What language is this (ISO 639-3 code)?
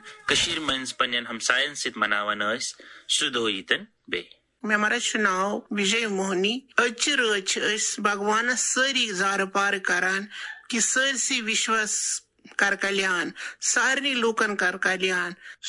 kas